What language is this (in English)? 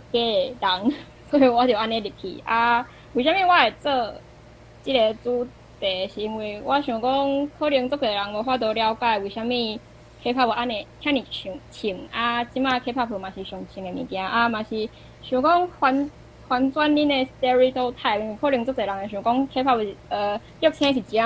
Min Nan Chinese